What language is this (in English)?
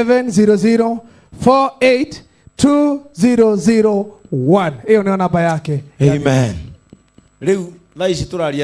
Kikuyu